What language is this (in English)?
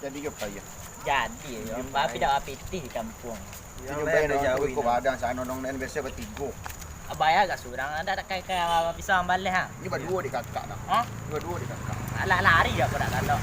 Minangkabau